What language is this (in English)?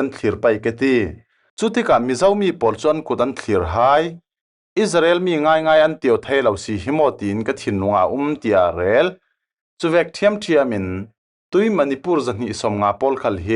Falam Chin